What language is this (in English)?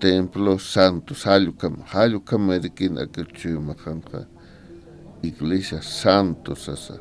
Aymara